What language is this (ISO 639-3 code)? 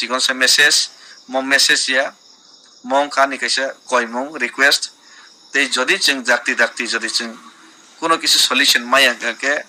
trp